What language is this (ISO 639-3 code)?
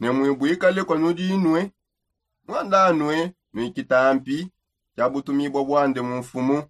sop